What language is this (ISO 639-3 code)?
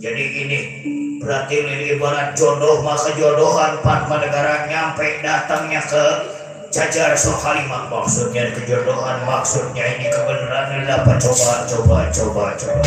bew